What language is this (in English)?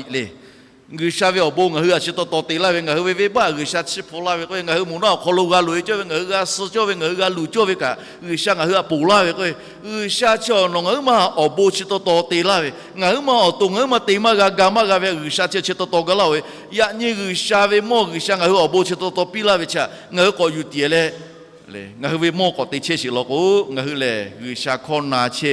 Lahu